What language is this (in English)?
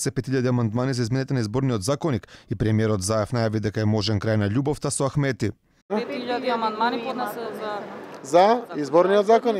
Macedonian